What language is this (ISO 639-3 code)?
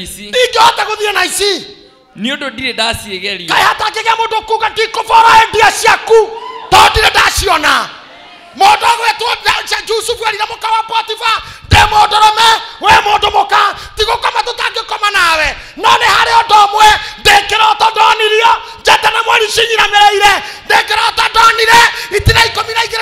kik